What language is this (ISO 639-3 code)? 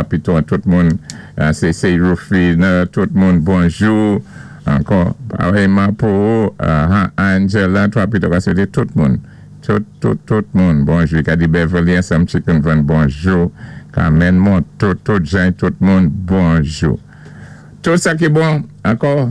acf